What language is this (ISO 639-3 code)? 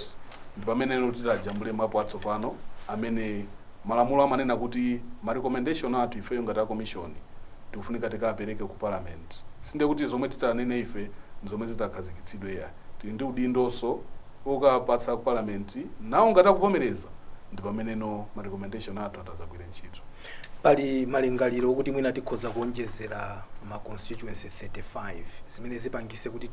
nya